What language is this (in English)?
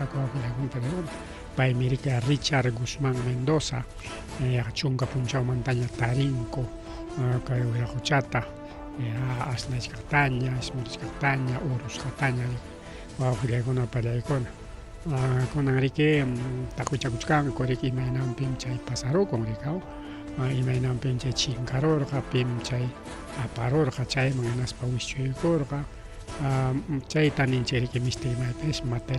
Ayacucho Quechua